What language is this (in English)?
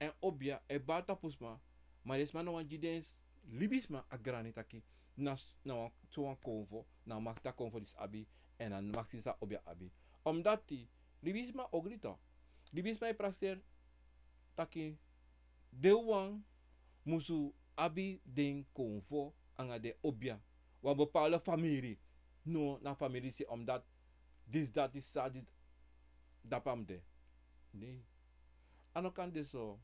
Sranan Tongo